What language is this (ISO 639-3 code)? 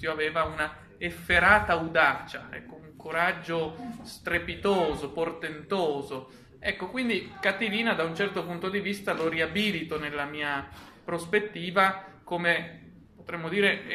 ita